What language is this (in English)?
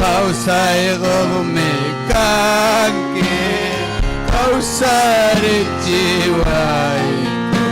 Ayacucho Quechua